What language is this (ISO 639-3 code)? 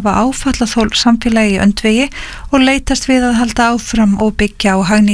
isl